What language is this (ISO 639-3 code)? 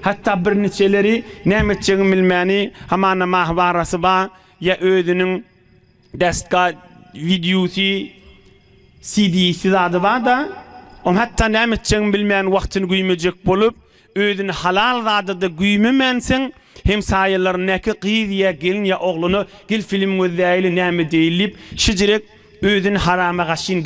tuk